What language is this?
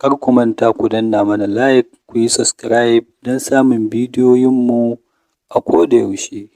Hausa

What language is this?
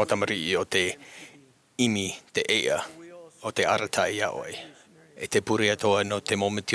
Tahitian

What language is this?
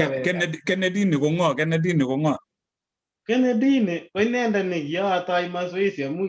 Kalenjin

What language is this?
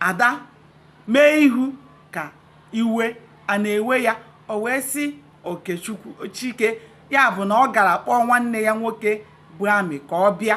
Igbo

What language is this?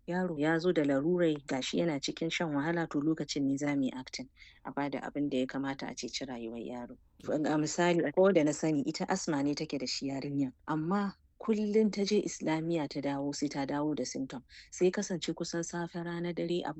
Hausa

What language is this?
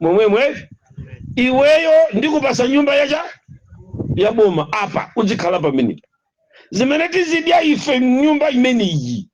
Nyanja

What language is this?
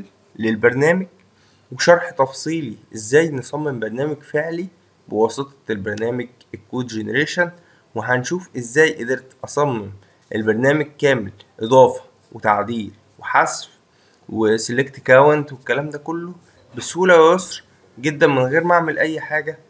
Egyptian Arabic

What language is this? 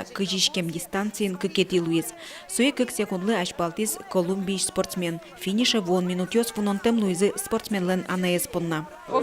Udmurt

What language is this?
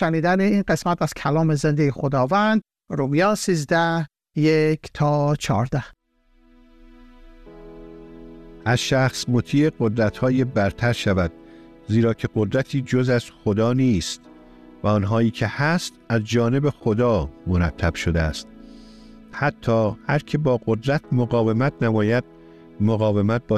Persian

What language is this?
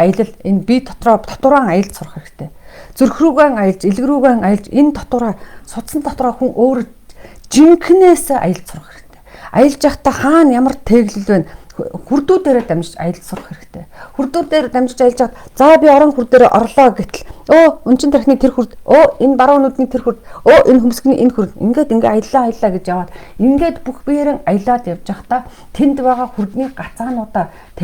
Mongolian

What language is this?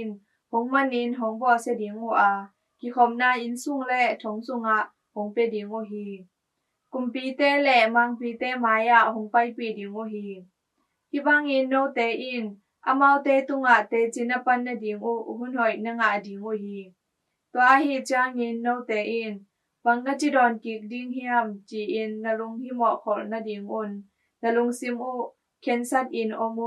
Tedim Chin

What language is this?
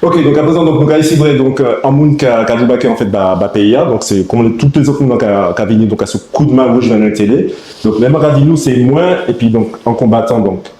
Guadeloupean Creole French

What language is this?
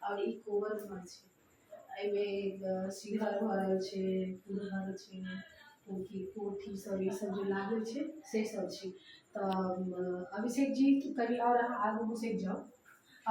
Maithili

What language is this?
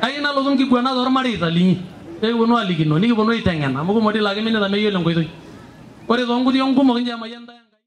Masai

